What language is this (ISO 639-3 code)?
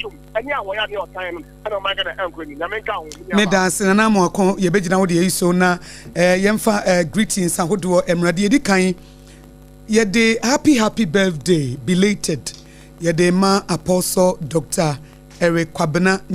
aka